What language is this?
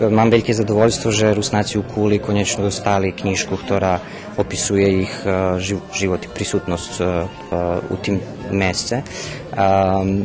Rusyn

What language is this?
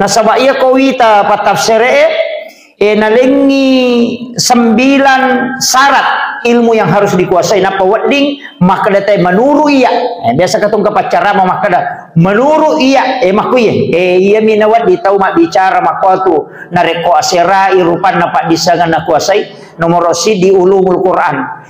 Buginese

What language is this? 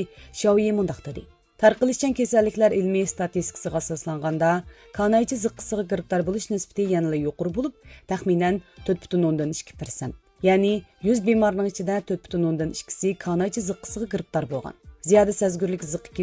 Uyghur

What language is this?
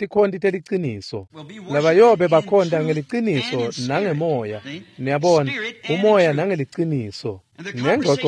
Swati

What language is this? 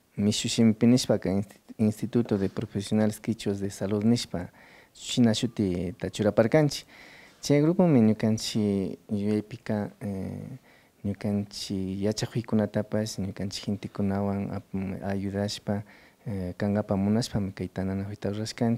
Imbabura Highland Quichua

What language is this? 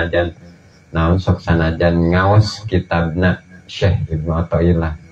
Sundanese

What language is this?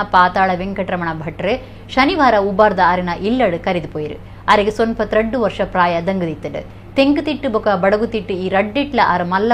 Tulu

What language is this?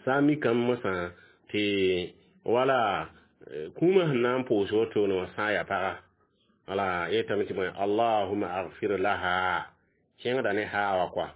Mossi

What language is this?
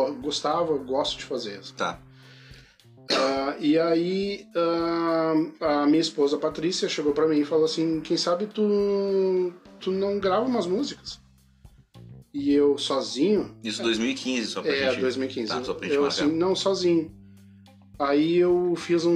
Portuguese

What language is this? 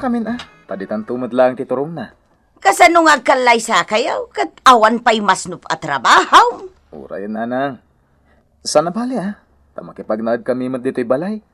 Iloko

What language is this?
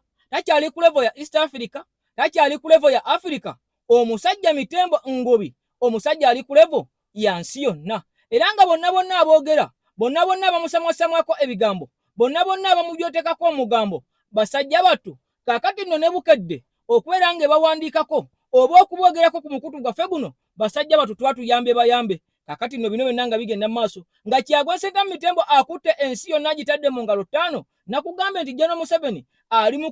Ganda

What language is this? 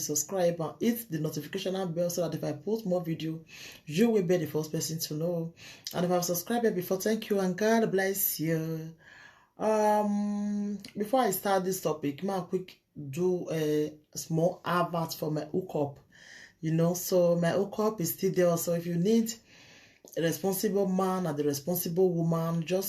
Nigerian Pidgin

